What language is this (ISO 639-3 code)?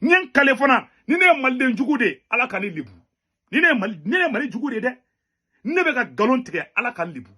bam